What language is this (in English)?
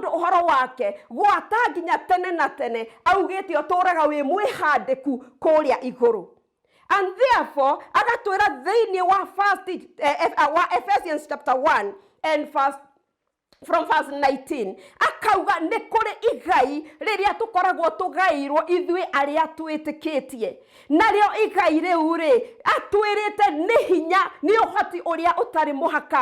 Kikuyu